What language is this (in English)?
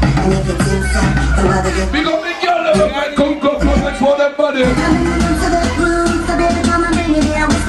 Jamaican Creole English